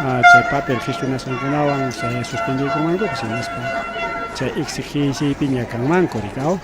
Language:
Ayacucho Quechua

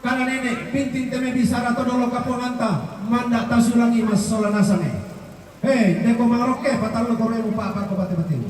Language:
Toraja-Sa'dan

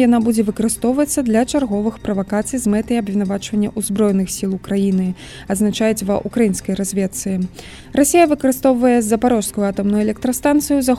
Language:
Belarusian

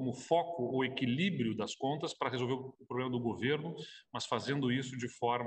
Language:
Portuguese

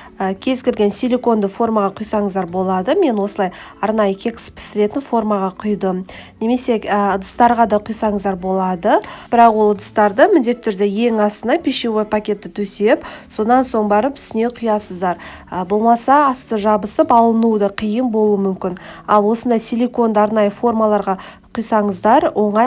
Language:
Kazakh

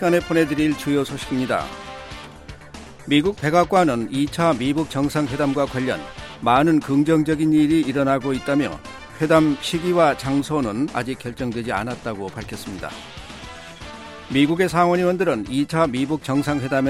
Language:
Korean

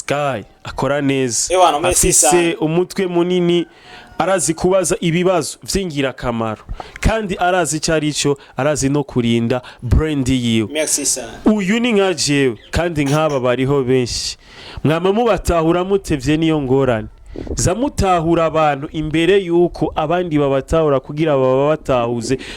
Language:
Rundi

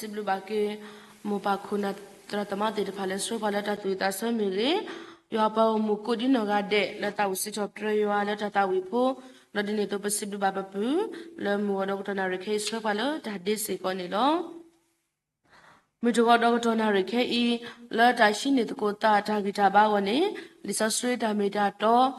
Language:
S'gaw Karen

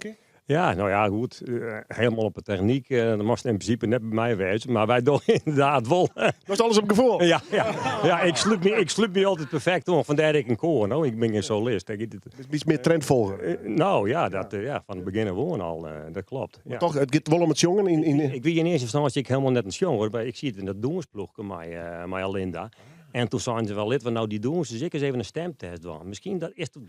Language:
Western Frisian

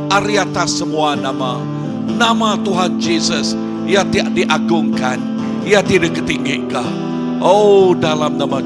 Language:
Iban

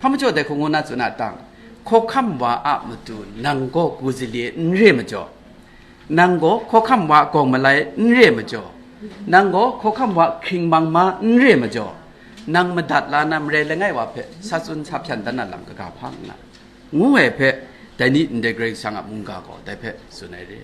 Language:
Kachin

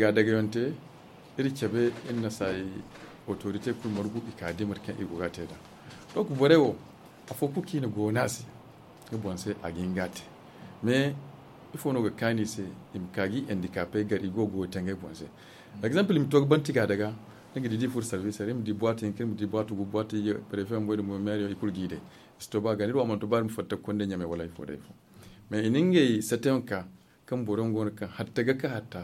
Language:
Zarma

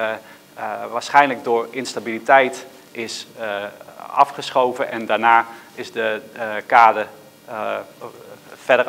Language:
Dutch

